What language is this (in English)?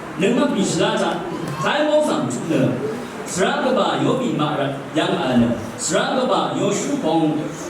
Rawang